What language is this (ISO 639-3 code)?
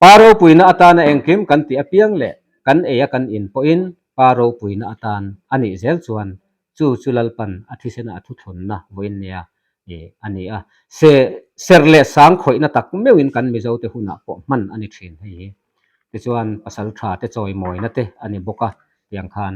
lus